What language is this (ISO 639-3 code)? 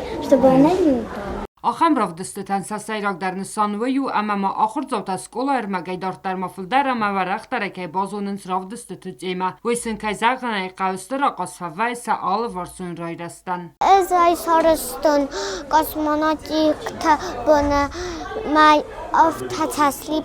oss